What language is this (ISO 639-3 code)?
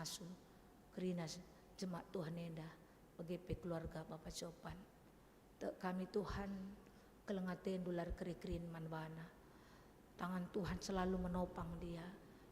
btx